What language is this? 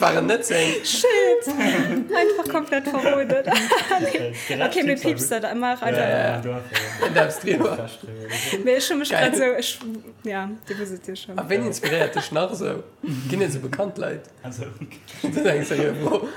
Luxembourgish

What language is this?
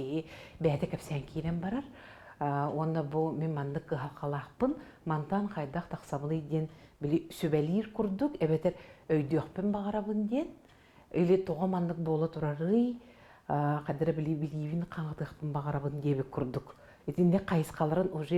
Yakut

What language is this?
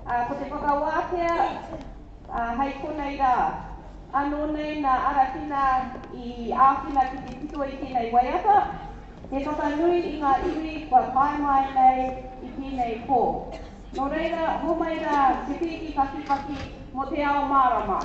Māori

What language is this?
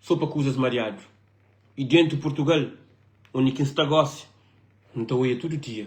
Kabuverdianu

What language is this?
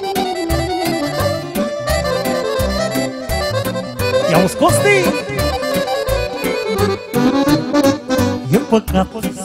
Romanian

